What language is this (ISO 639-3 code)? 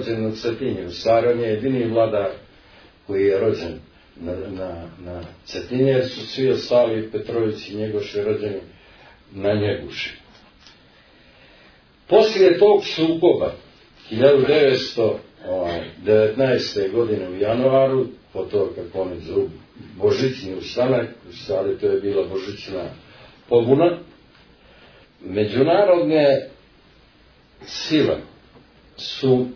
srp